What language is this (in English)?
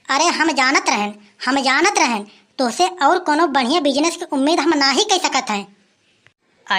Awadhi